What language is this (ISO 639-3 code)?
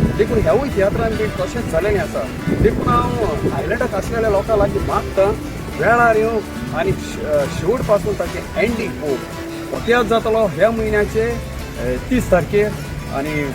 kok